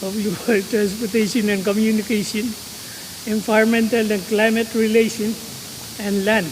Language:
Pohnpeian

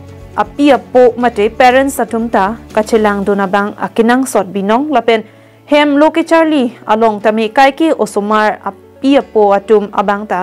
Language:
Karbi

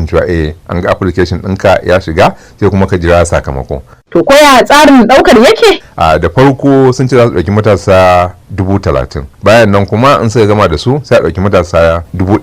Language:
Hausa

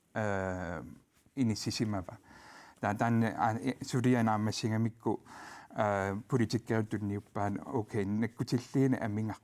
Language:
Kalaallisut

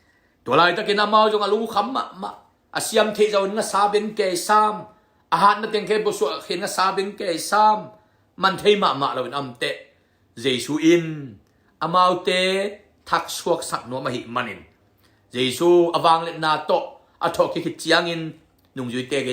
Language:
Tedim Chin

